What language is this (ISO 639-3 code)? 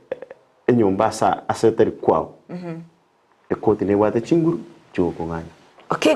guz